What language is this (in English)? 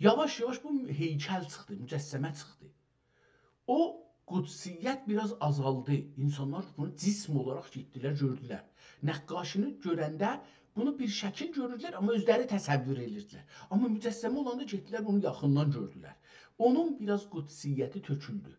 South Azerbaijani